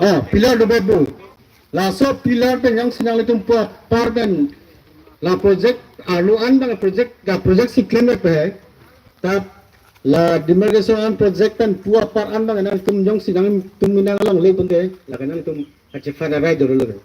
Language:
Karbi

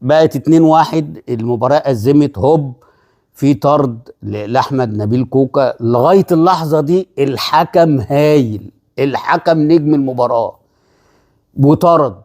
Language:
Egyptian Arabic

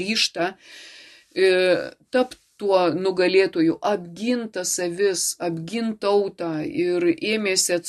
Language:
Lithuanian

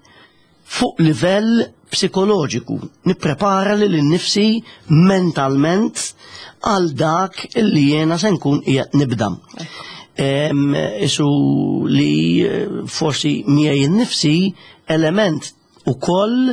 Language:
Maltese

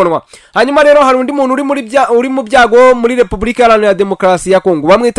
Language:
Kinyarwanda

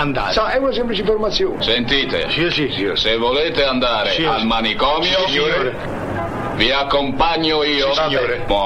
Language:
Italian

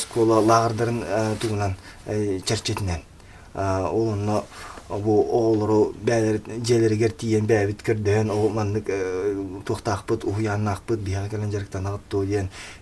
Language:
Yakut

